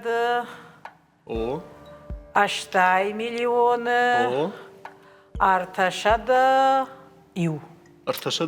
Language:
Ossetic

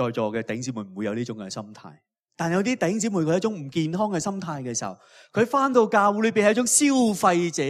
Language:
Cantonese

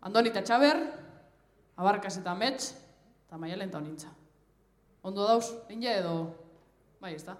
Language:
Basque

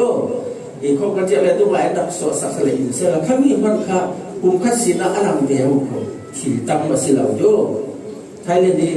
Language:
Falam Chin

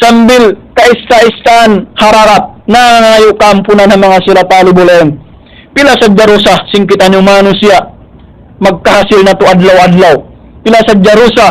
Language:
Tausug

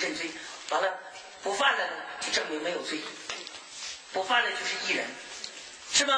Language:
Chinese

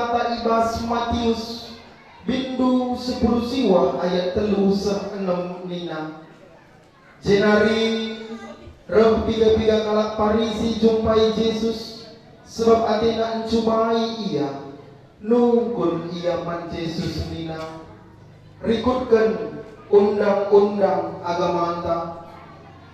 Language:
Batak Karo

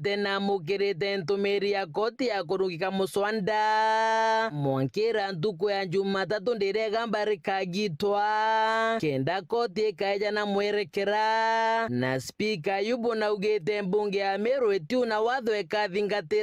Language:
Meru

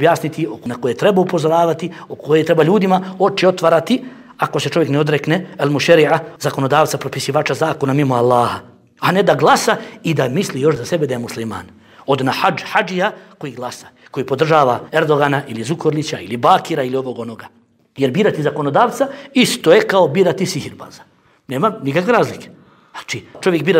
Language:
Bosnian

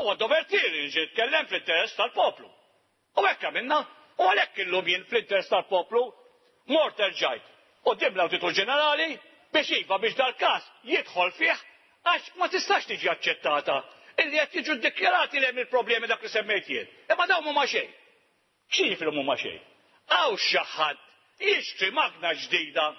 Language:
Maltese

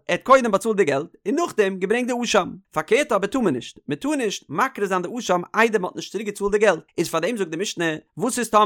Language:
Yiddish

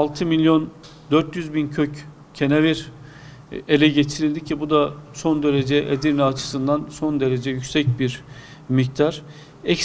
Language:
Turkish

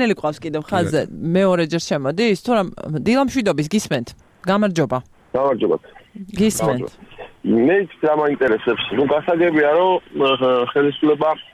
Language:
Georgian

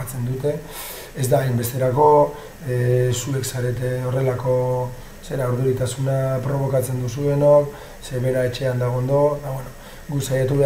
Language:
Basque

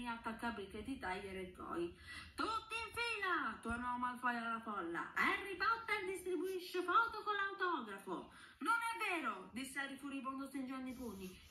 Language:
Italian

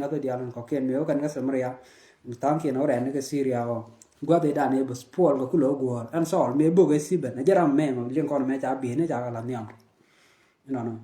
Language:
Nuer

